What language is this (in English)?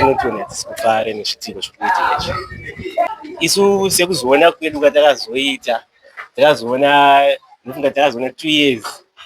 Shona